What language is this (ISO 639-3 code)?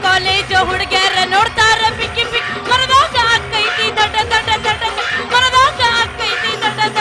kan